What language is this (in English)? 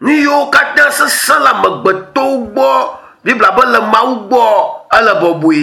Ewe